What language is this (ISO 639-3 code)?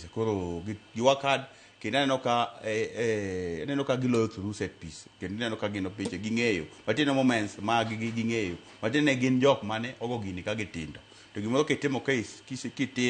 luo